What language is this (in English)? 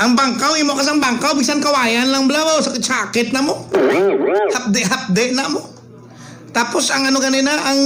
Hiligaynon